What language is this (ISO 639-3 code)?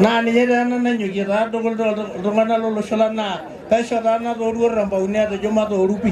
mas